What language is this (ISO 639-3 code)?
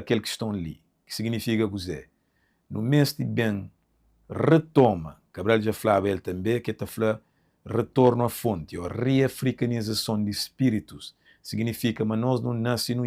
kea